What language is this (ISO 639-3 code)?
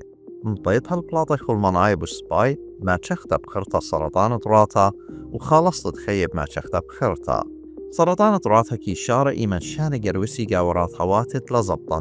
aii